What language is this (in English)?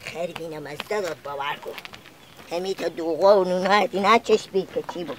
Persian